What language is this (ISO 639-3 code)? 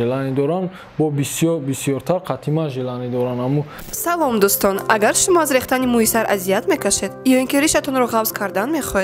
tgk